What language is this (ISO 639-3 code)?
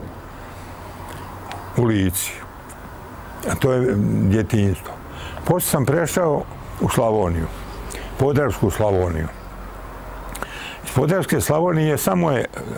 srp